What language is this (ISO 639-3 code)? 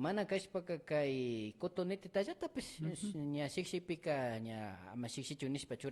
qvi